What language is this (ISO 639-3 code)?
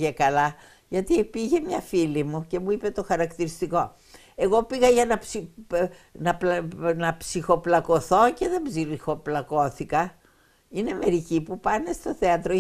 ell